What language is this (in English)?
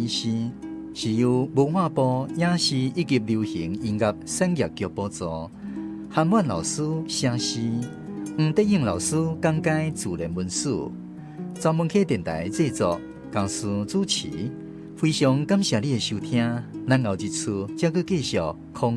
Min Nan Chinese